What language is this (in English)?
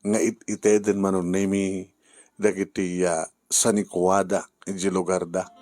Iloko